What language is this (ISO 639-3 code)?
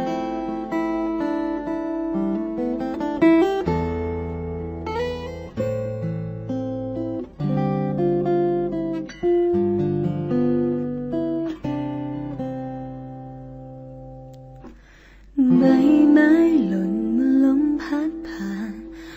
tha